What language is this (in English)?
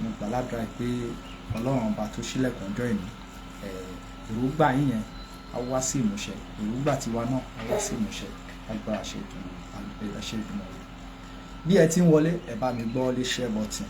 Yoruba